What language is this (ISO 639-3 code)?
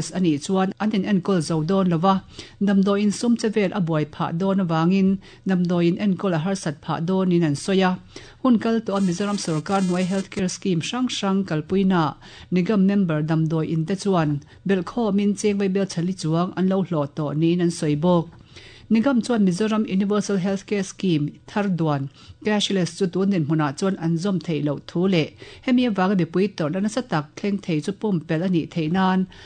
lus